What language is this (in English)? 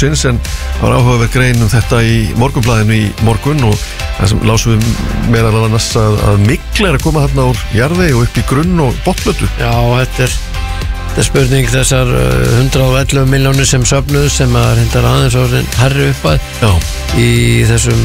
Icelandic